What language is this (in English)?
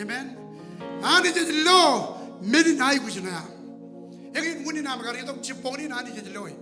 Marshallese